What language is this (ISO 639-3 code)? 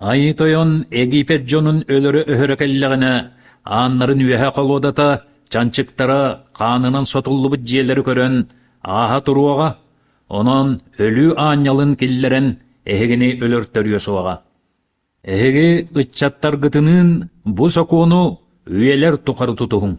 sah